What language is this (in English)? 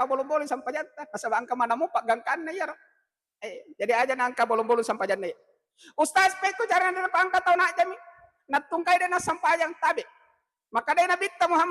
Buginese